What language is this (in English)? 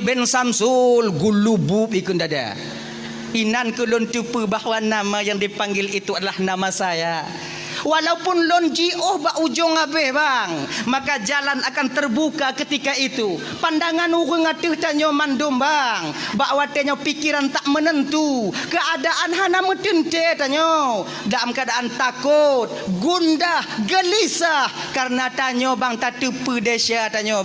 Achinese